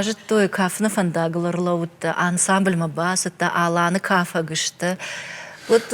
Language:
Ossetic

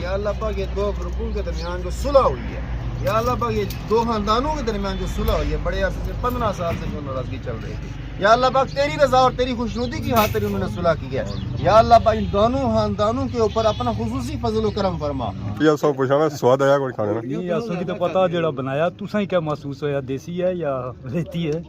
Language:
Pahari-Potwari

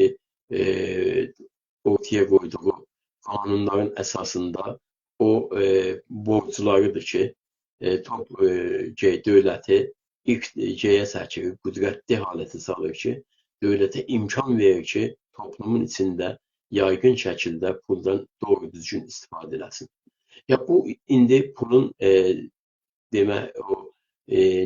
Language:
South Azerbaijani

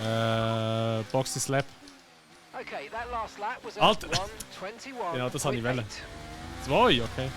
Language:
Swiss German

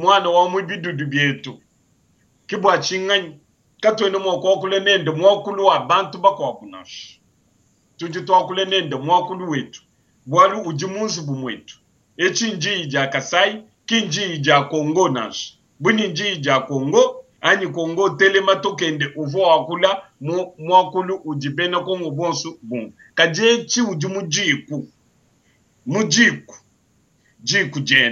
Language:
Luba-Lulua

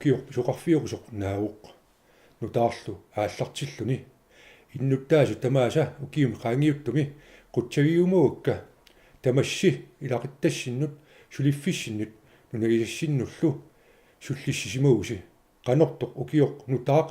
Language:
Kalaallisut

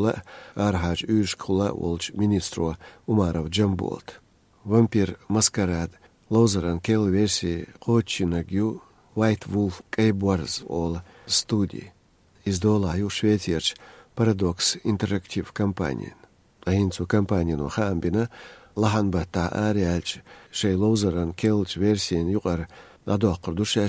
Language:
Chechen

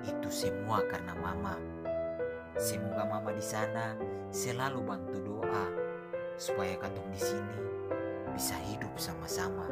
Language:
Ambonese Malay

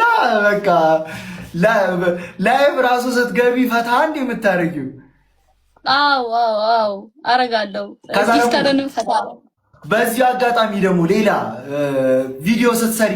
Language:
Amharic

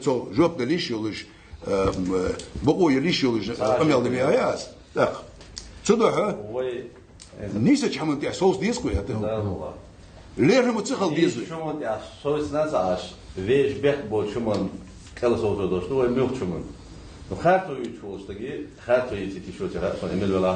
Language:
Ingush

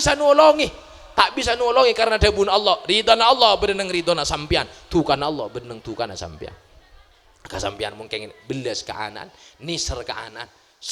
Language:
Madurese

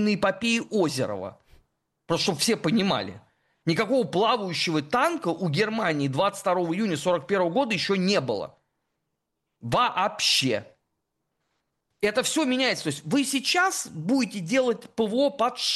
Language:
Russian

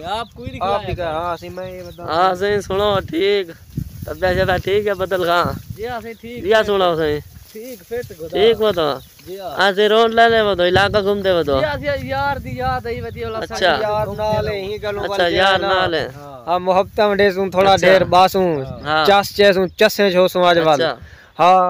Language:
Saraiki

